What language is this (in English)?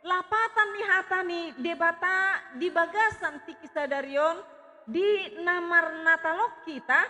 Batak Toba